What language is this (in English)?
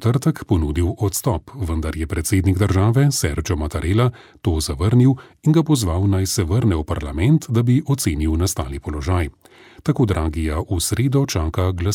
Slovenian